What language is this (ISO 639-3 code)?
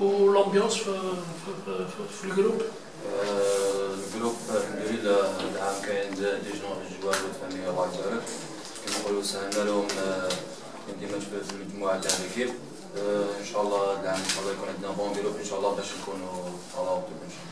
arq